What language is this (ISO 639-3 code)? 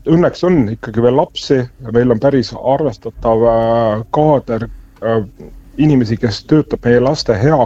est